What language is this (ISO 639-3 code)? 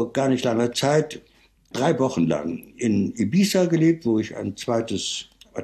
deu